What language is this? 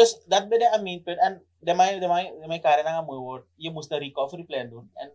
Sranan Tongo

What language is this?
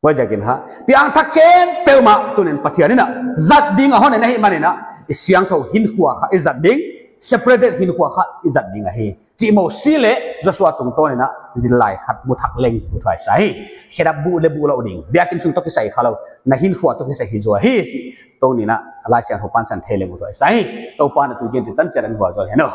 Paite Chin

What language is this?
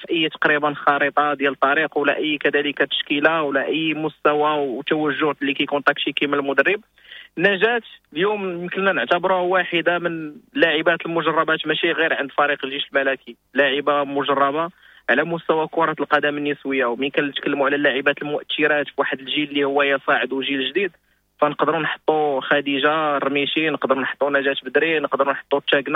Moroccan Arabic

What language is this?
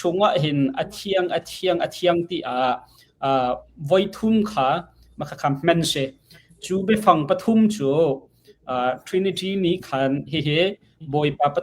Hakha Chin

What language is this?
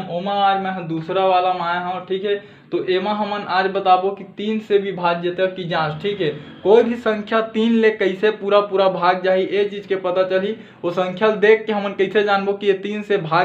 Chhattisgarhi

